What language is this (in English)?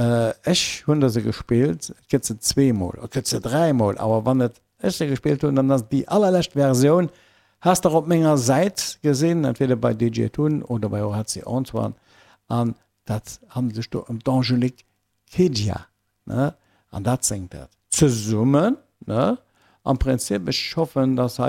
Luxembourgish